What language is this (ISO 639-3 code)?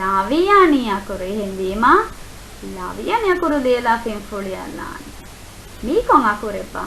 div